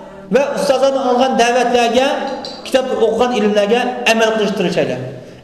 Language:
Uyghur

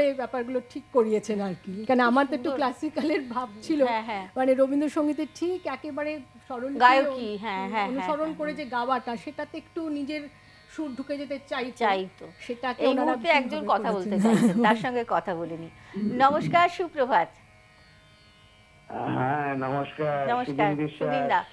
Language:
Bangla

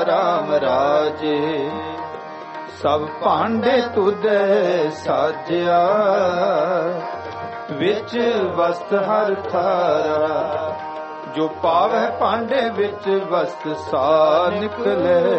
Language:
Punjabi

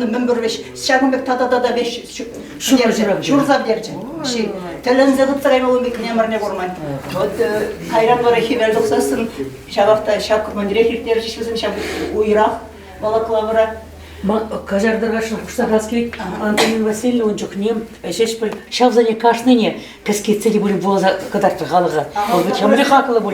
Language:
Chuvash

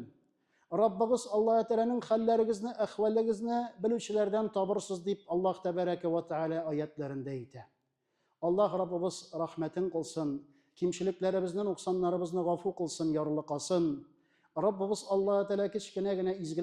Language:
Tatar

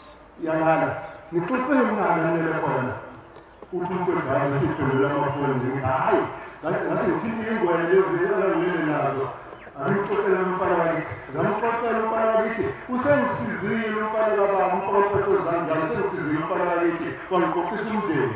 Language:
Zulu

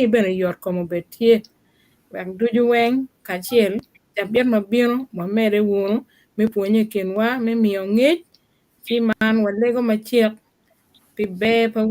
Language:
Acoli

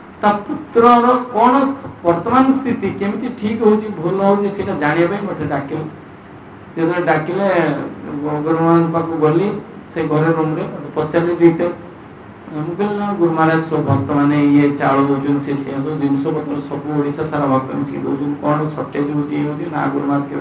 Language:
Odia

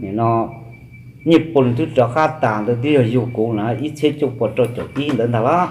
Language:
Hmong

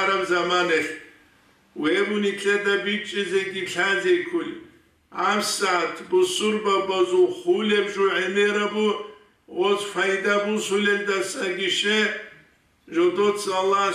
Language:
Avaric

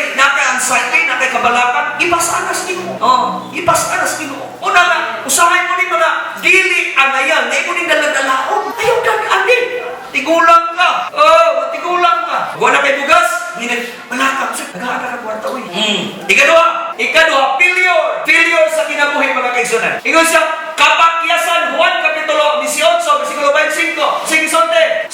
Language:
Cebuano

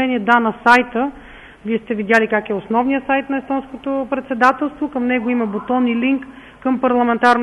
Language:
Bulgarian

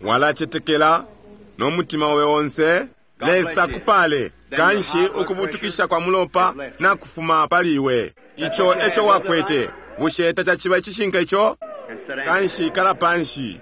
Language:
Bemba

